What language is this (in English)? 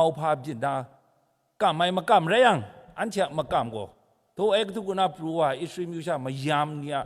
Kachin